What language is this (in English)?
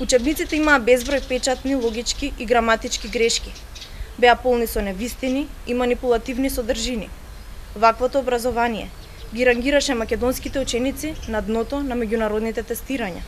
Macedonian